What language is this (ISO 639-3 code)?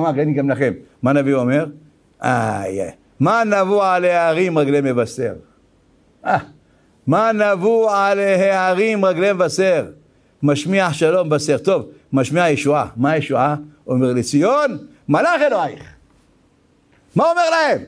heb